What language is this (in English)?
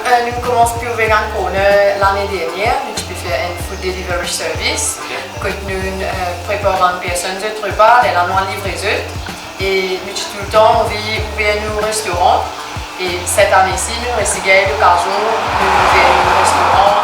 Morisyen